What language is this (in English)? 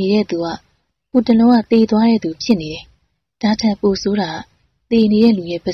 Burmese